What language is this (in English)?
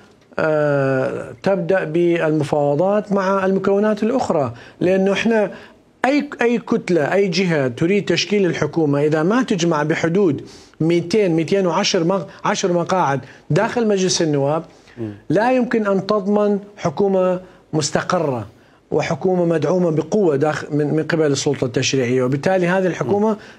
Mesopotamian Arabic